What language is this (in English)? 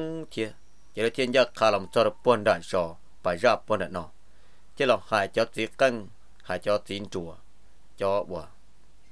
Vietnamese